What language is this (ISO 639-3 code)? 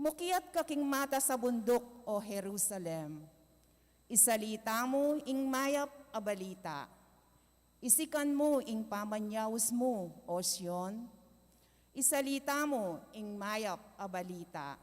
pam